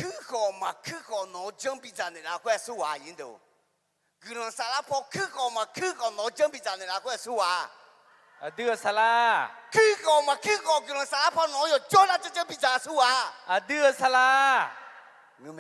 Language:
Akha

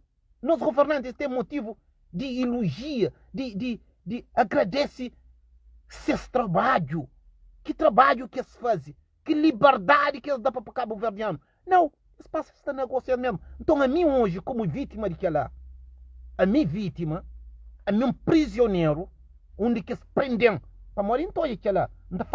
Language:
Kabuverdianu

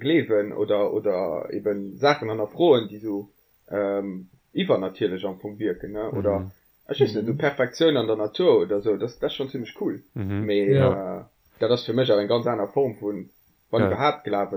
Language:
Luxembourgish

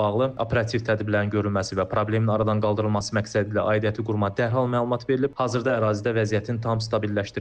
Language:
Azerbaijani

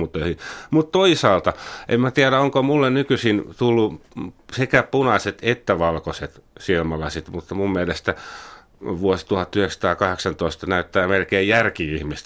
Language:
Finnish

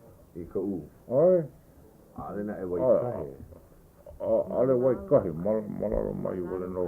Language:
Hawaiian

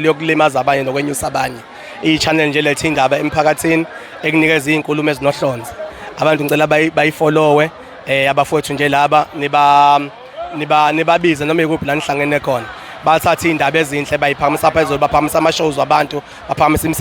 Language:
Zulu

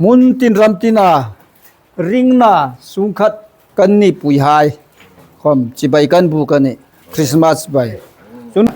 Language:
Hmar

